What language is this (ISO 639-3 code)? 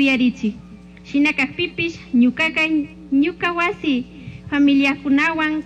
qug